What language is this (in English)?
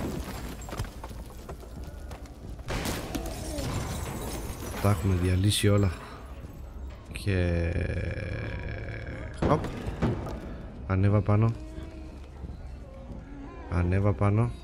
Greek